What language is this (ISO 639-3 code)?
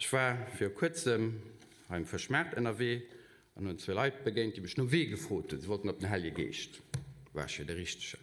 ltz